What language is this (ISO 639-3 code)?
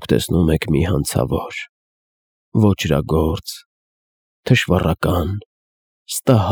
hye